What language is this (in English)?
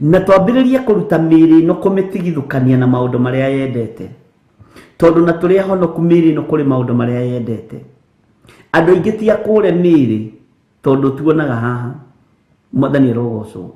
Kikuyu